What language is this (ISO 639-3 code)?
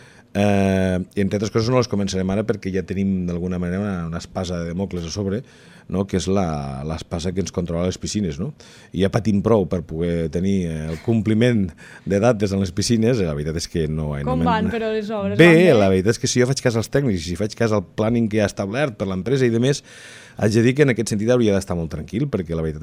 cat